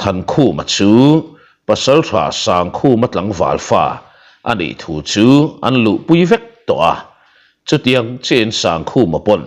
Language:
Mizo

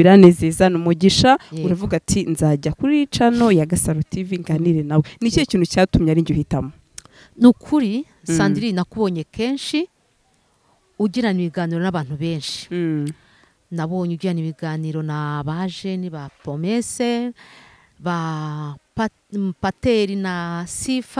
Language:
Kinyarwanda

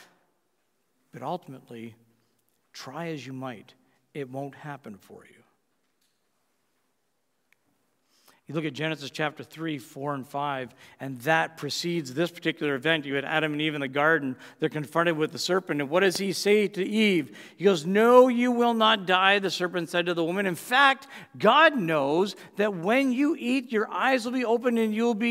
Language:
English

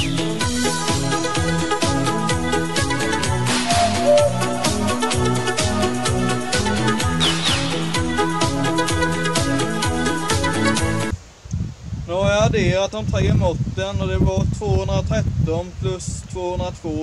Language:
Swedish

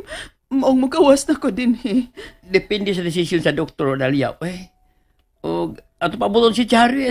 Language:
Cebuano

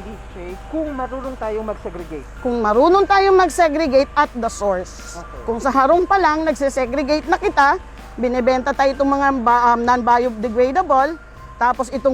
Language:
Bikol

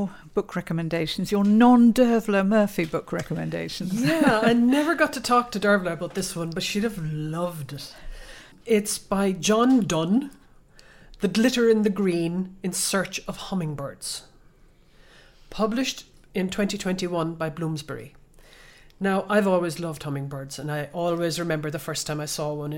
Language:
English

